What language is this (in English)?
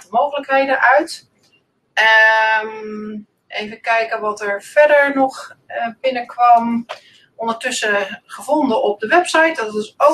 Dutch